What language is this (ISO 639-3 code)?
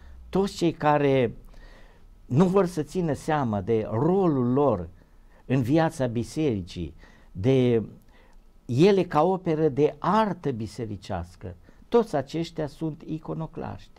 ron